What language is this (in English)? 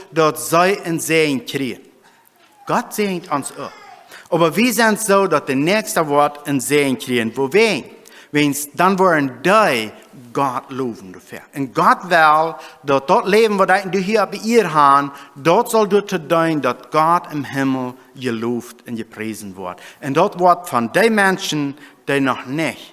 Plautdietsch